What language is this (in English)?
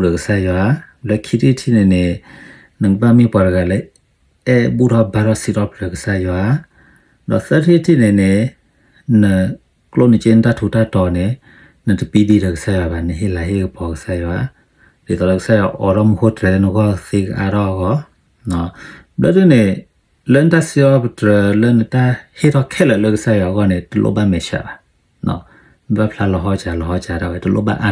S'gaw Karen